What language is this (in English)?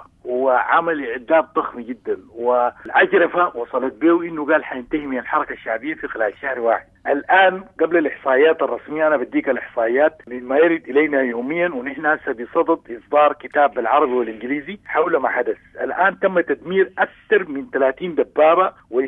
Sudanese Arabic